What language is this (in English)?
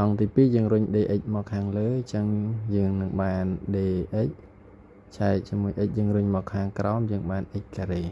Khmer